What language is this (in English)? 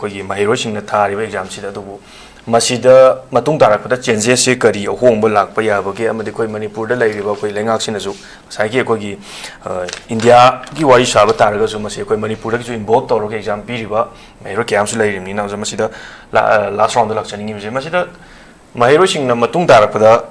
Manipuri